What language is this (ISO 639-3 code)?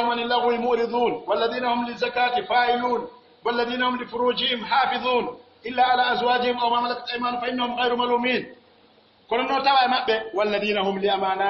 fuf